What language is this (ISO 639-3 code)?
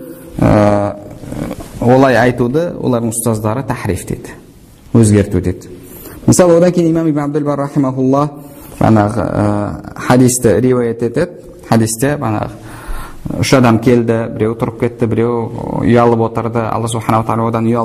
kaz